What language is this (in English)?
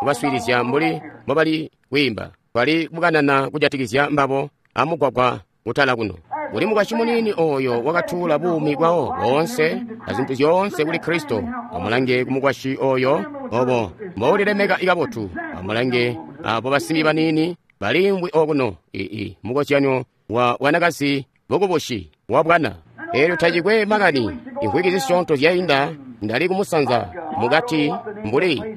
Tonga (Zambia)